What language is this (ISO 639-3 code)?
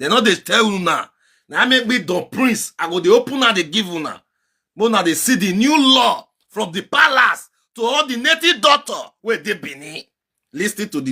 pcm